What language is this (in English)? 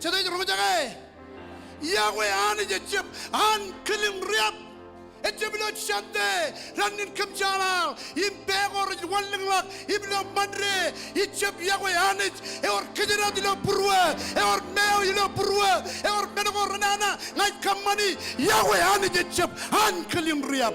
Marshallese